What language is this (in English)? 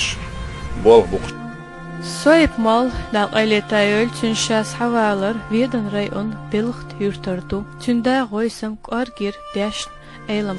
Chechen